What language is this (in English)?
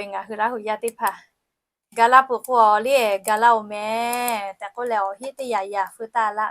Lahu